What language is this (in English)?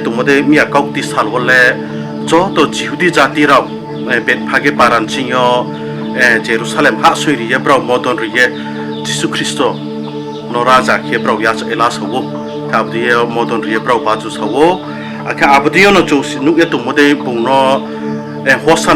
Riang (India)